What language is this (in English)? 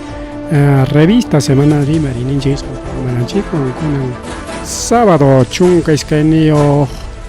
Ayacucho Quechua